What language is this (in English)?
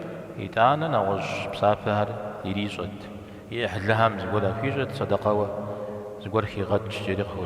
Kabardian